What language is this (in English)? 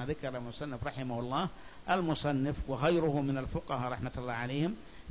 Arabic